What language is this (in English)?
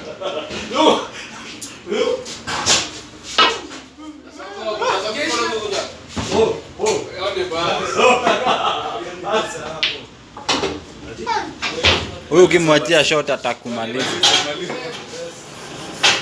Swahili